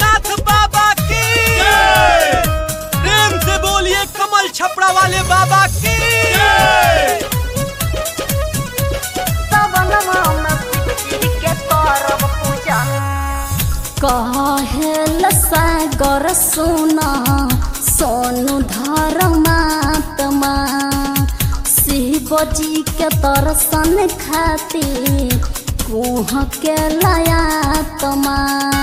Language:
Bhojpuri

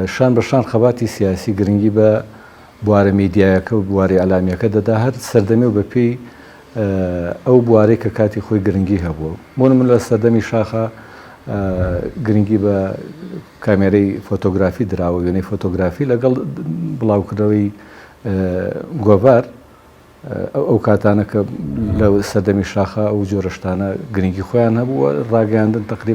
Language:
Central Kurdish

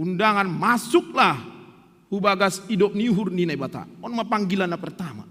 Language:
Batak Simalungun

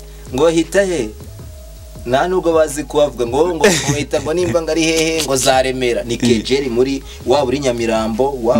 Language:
Kinyarwanda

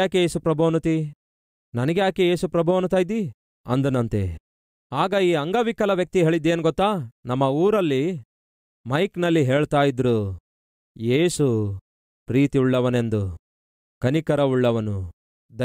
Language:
Kannada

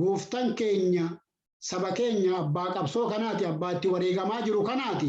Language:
Oromo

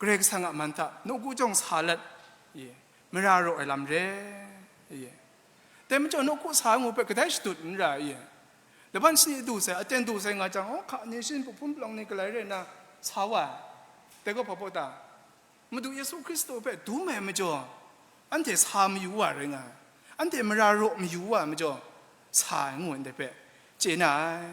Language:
Kachin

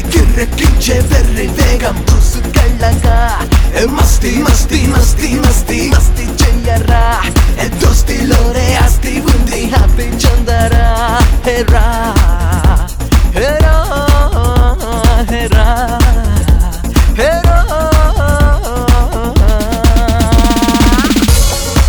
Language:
Telugu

